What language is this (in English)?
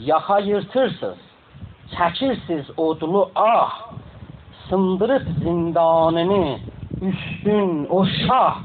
South Azerbaijani